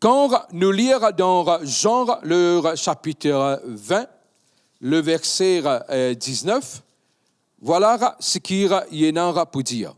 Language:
Morisyen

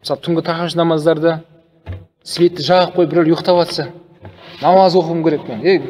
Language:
Kazakh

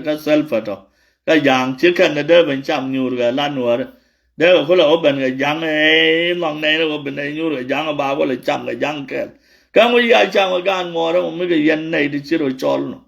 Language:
Nuer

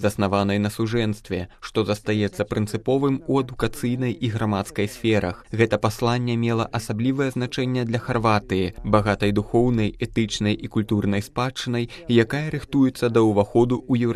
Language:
Belarusian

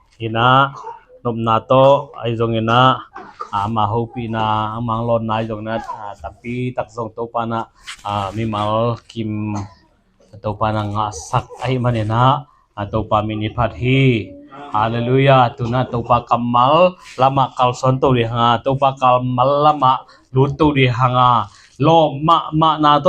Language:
Tedim Chin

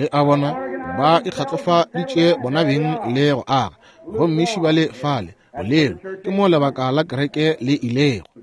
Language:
Northern Sotho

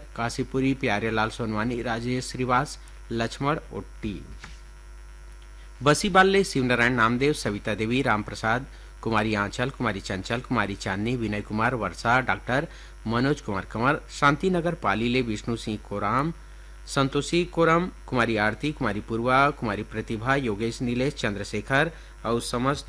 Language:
Chhattisgarhi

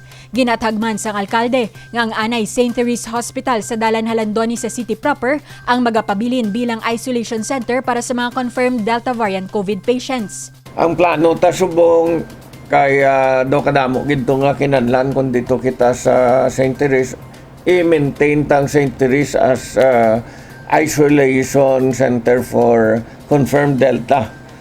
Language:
Hiligaynon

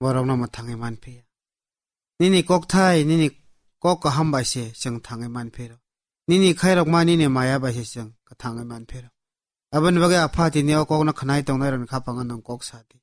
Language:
Kok Borok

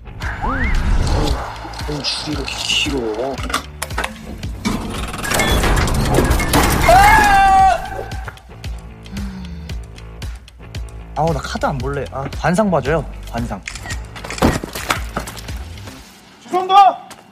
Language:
Korean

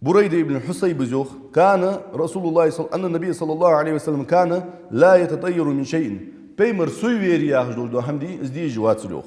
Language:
Ingush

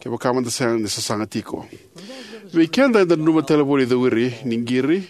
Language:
Fijian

